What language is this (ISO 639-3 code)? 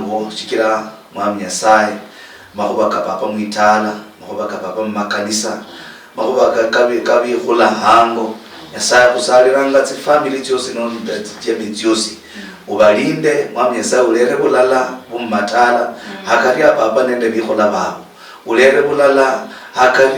luy